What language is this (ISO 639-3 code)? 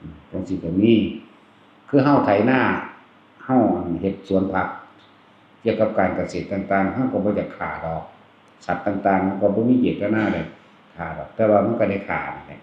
tts